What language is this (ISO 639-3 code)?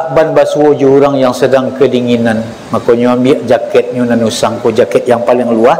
min